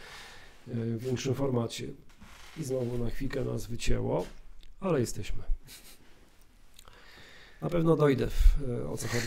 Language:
Polish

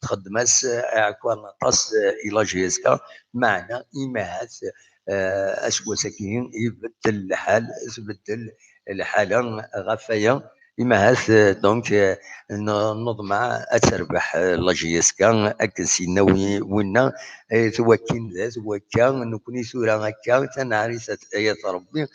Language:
Kabyle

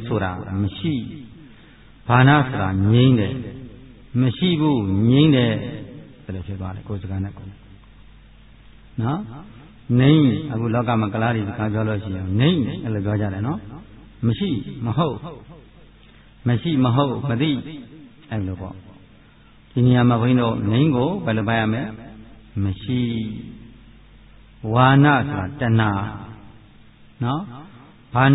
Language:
Burmese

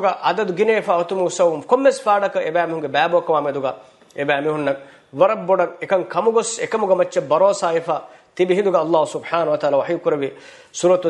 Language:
Divehi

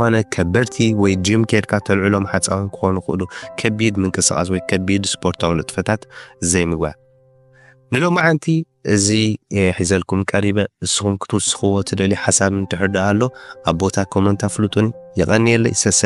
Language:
Tigrinya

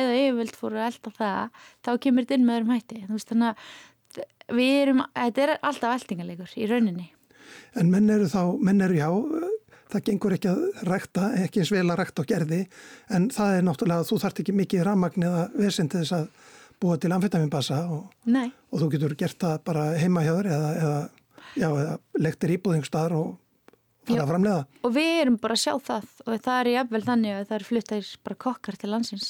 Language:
Icelandic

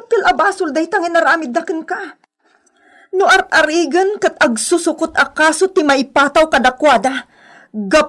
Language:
Iloko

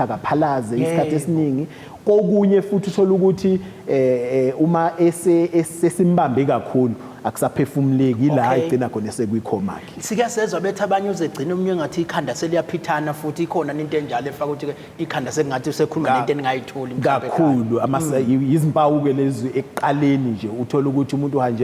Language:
Zulu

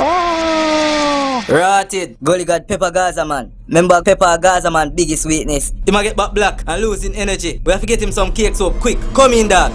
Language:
Jamaican Creole English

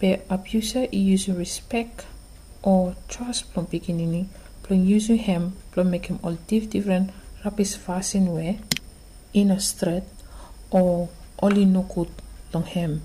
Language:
Bislama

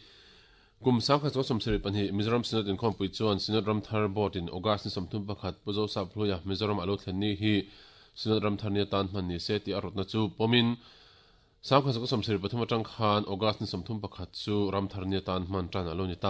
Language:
Mizo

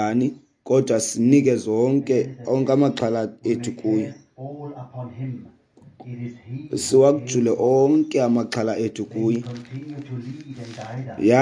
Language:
Xhosa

